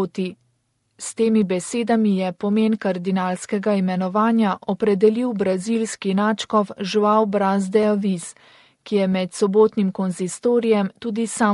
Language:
Slovenian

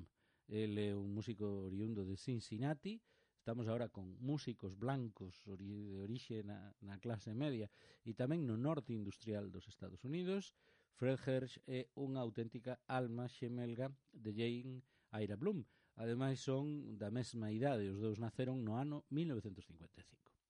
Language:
Galician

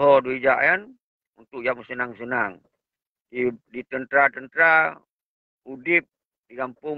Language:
Achinese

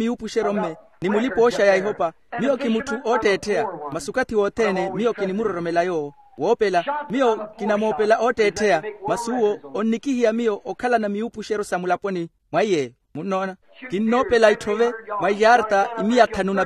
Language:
Makhuwa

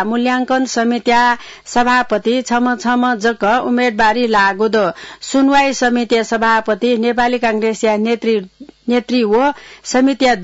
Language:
Newari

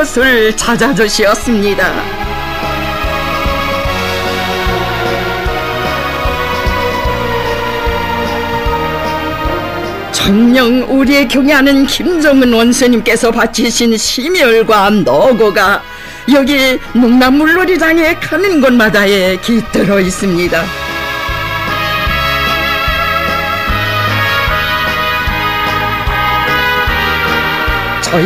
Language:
Korean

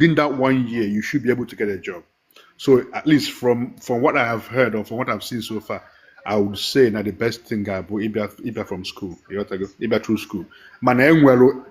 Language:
Igbo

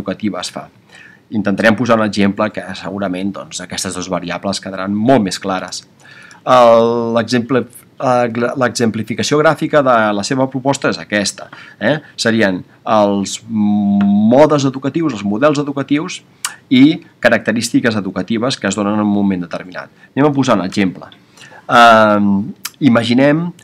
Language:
Catalan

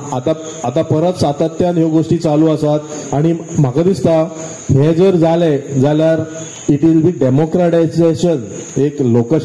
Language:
Konkani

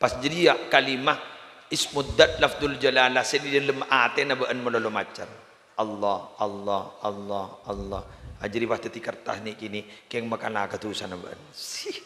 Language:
Madurese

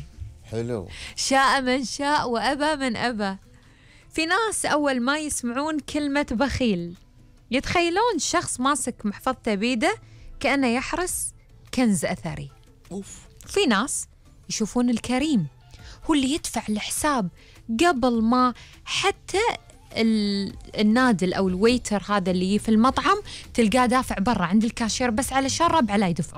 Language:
Gulf Arabic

